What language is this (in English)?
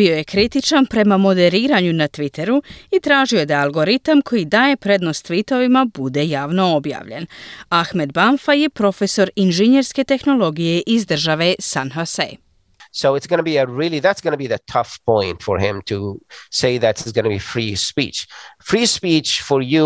Croatian